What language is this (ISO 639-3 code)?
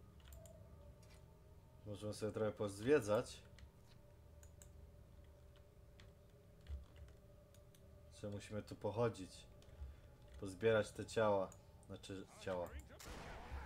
pol